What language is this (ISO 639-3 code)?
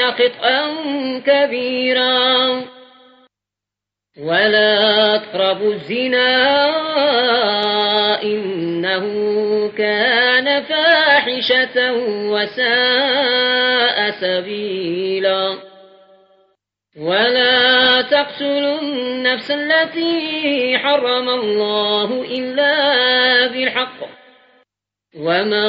ara